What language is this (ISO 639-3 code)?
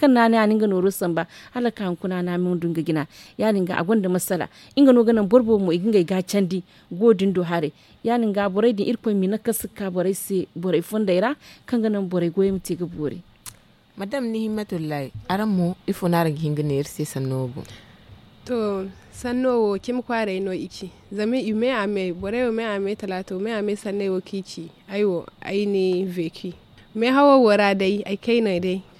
dje